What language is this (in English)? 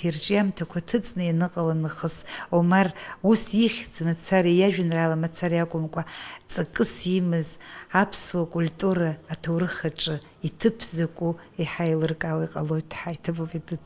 Abkhazian